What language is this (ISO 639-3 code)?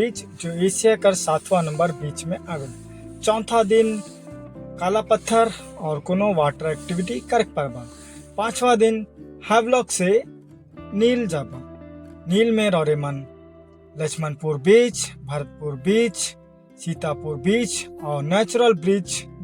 sck